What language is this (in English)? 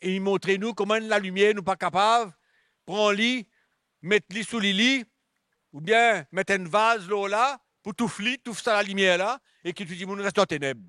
Morisyen